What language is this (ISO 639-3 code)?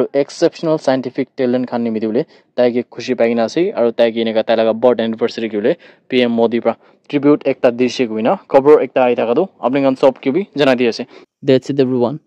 nag